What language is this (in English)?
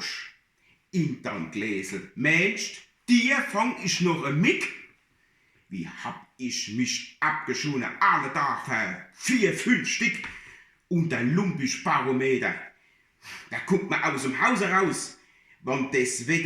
Palatine German